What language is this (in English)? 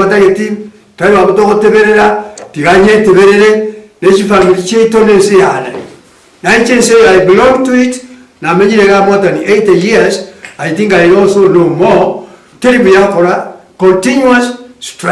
Gusii